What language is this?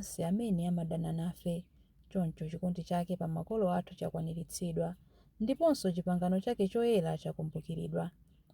Nyanja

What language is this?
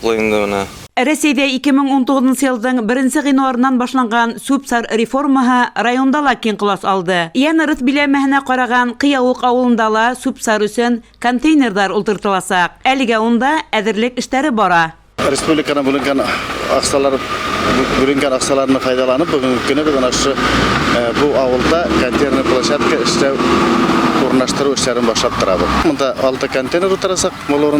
Bashkir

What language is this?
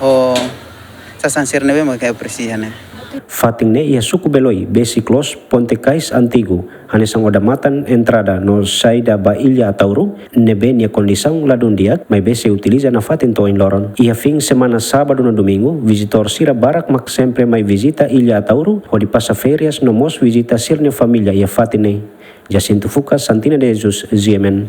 Tetum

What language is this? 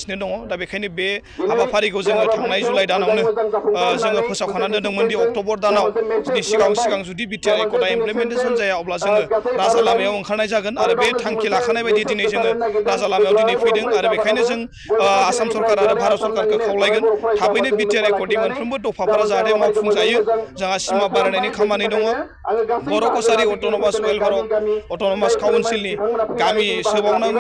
Bodo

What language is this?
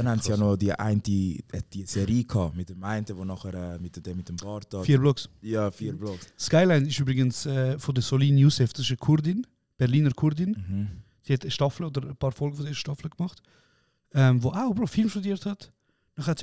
Swiss German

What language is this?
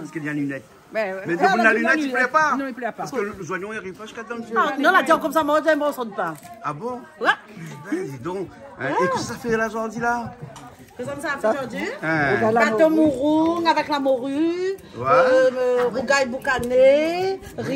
Réunion Creole French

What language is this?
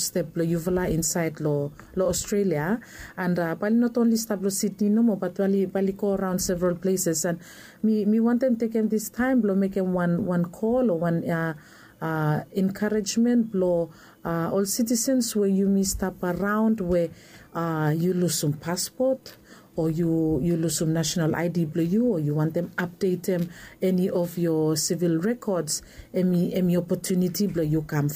Bislama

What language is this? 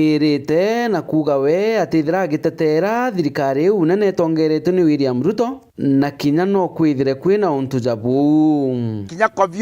Meru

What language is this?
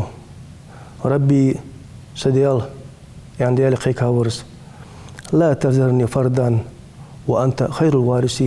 Ingush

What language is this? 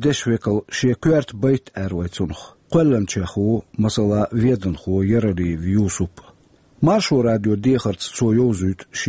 Chechen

